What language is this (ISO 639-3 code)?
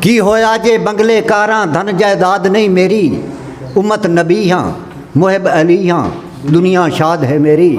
skr